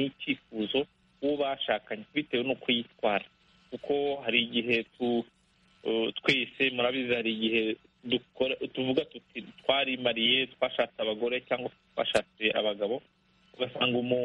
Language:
Kinyarwanda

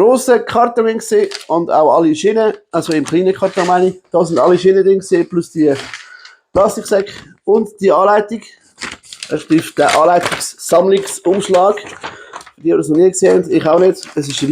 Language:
Swiss German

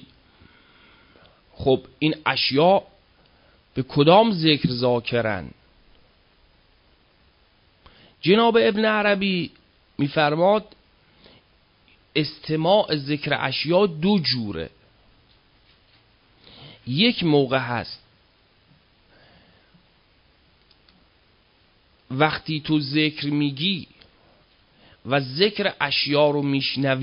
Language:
Persian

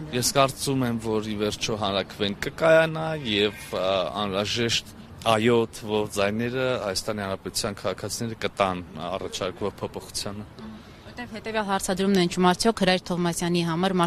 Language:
Armenian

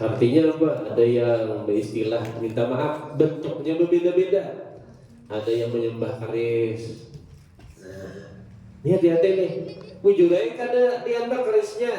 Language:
Banjar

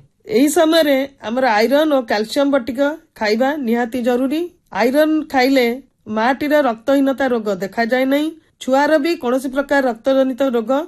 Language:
Odia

